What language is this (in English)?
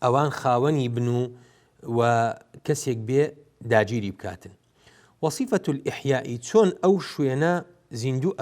Central Kurdish